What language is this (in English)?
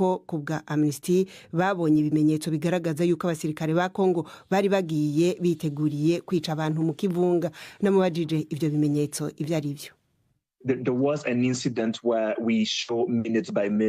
Rundi